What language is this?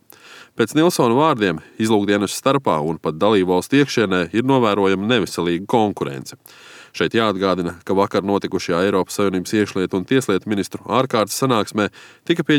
Latvian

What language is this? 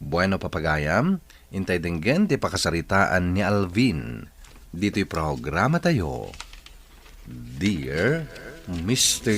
Iloko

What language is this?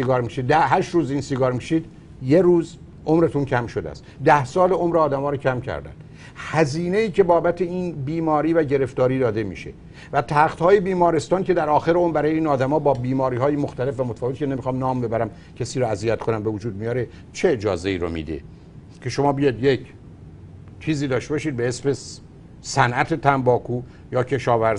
Persian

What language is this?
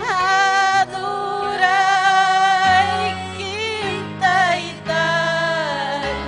Ayacucho Quechua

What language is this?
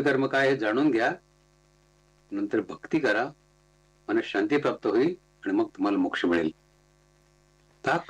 Marathi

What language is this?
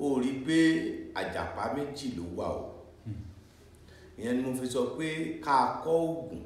Yoruba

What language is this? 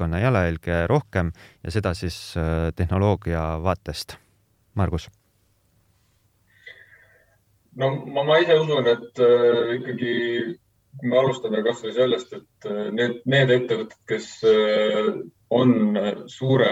Estonian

